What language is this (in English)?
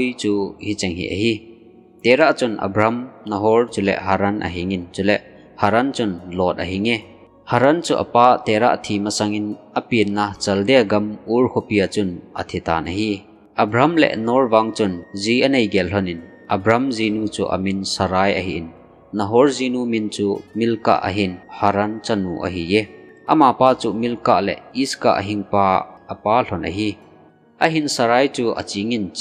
Thado Chin